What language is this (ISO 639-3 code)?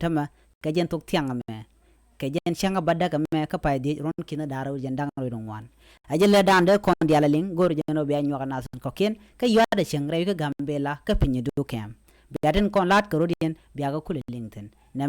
nus